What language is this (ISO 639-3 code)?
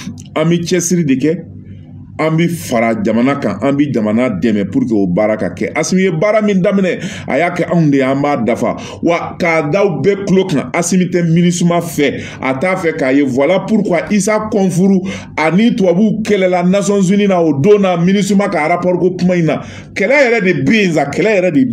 bam